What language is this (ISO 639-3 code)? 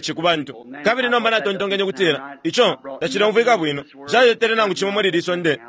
bem